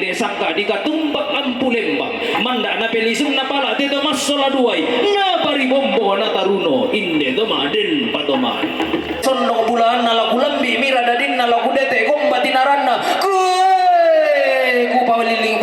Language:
Toraja-Sa'dan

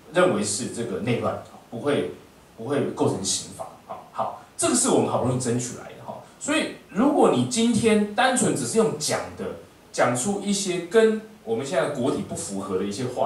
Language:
Chinese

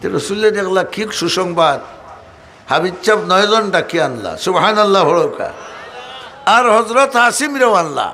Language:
Sylheti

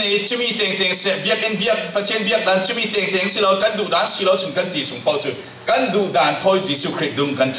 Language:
Falam Chin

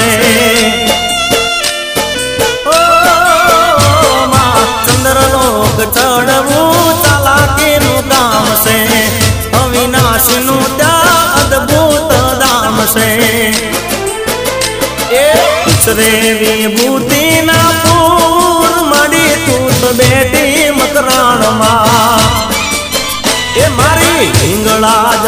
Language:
Gujarati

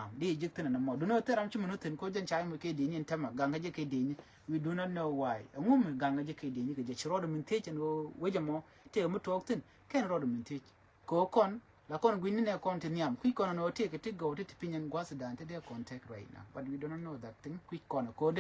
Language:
Nuer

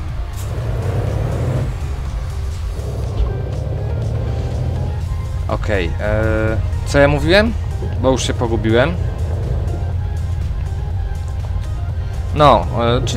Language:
Polish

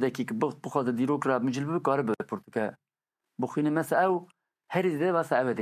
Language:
Kurdish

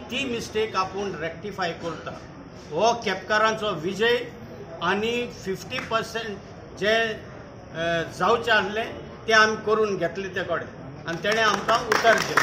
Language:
Konkani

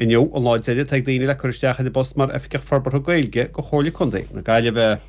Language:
Irish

